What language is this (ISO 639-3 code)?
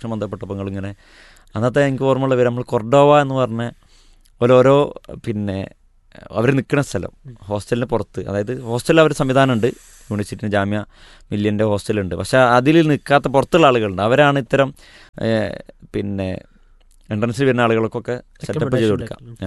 mal